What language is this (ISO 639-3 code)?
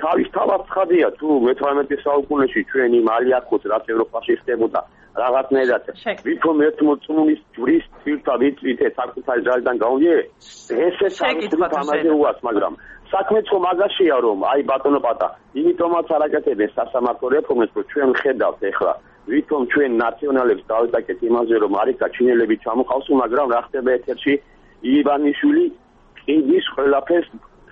kat